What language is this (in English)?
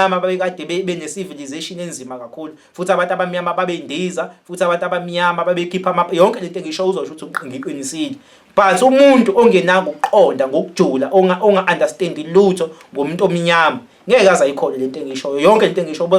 Zulu